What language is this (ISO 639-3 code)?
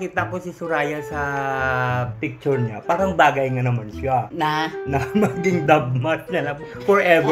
fil